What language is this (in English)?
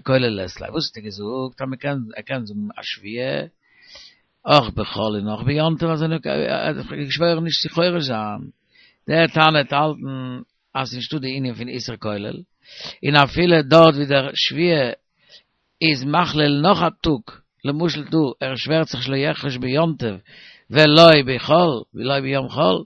Yiddish